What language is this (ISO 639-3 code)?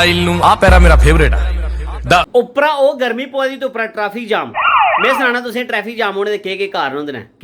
doi